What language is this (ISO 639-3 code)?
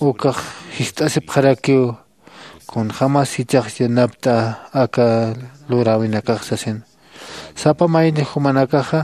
aym